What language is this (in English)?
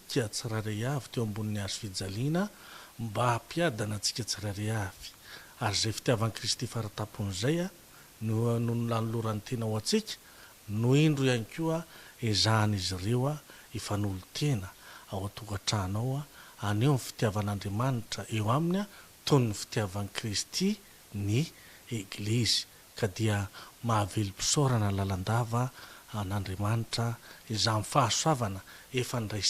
Malagasy